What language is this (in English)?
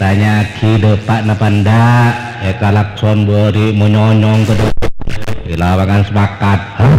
Madurese